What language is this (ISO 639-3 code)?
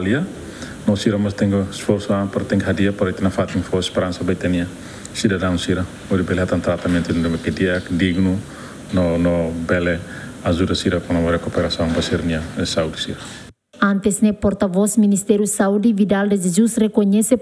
tet